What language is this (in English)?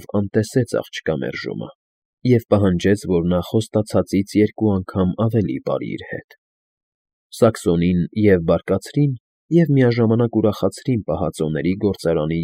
Armenian